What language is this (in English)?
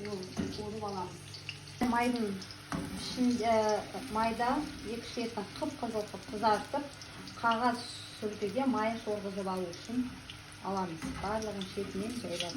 Kazakh